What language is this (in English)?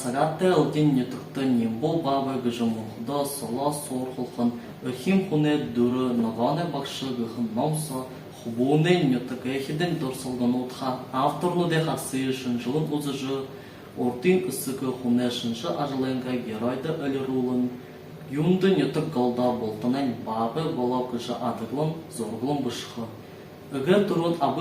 Buriat